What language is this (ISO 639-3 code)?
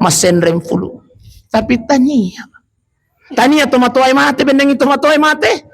bug